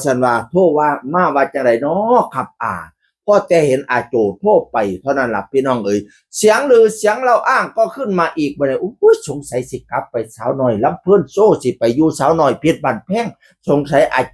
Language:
Northeastern Thai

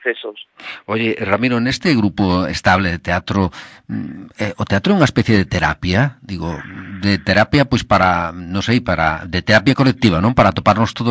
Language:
Galician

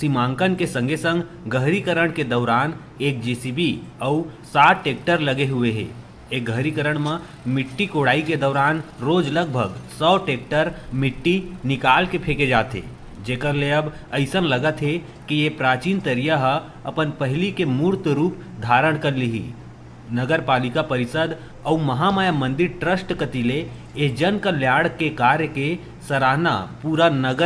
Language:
Chhattisgarhi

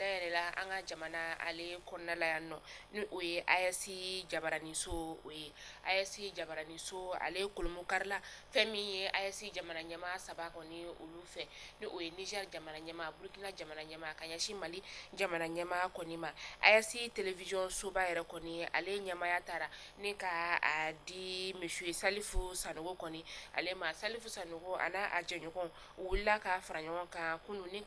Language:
Bambara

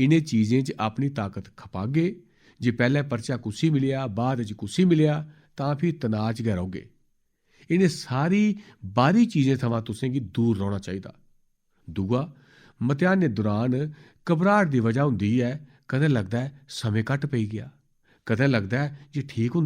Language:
Dogri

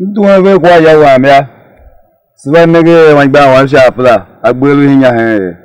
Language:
Tiv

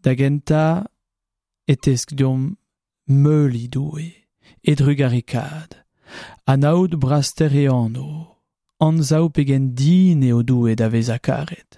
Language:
Breton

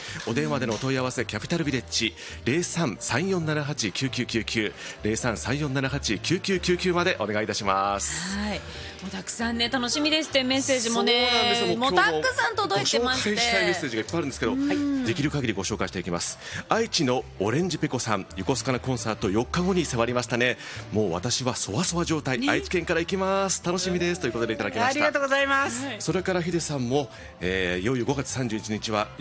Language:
Japanese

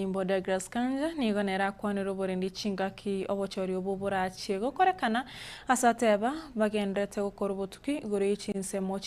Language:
Gusii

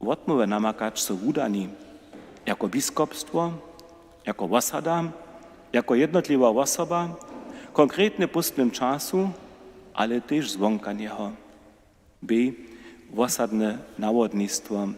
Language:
Upper Sorbian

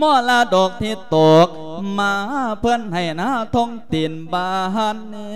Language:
Lao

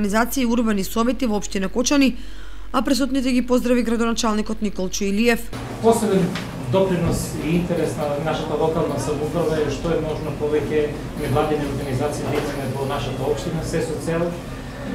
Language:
Macedonian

